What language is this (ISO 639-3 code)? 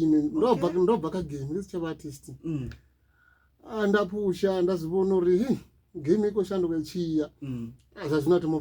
ven